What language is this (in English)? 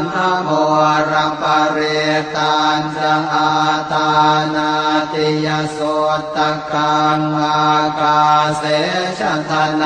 Pali